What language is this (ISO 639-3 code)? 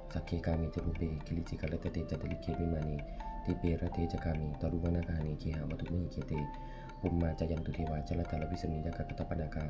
pli